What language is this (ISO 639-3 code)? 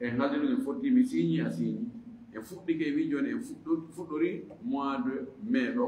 ful